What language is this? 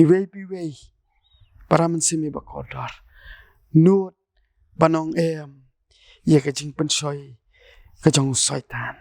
Khasi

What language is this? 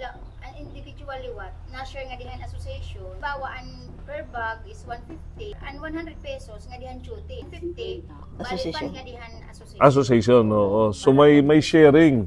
Waray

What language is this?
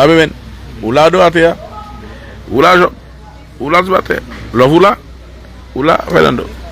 Haitian Creole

